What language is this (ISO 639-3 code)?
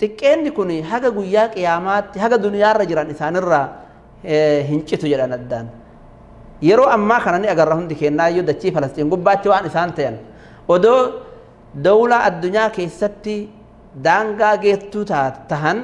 orm